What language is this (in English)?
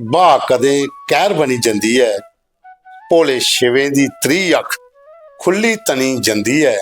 Dogri